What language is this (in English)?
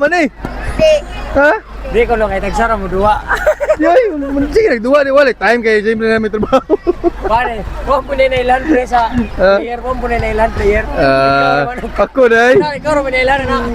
Cebuano